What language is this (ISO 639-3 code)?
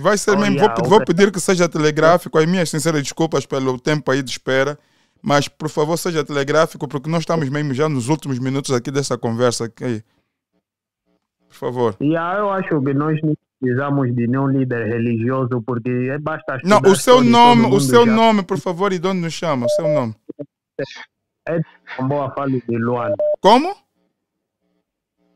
por